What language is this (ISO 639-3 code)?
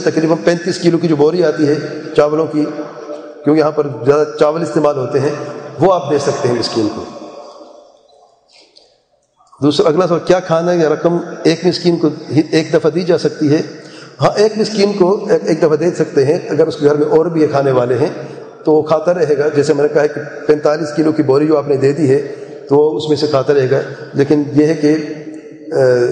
urd